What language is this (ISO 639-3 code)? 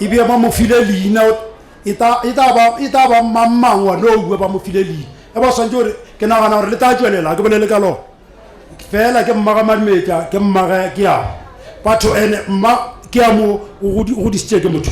nso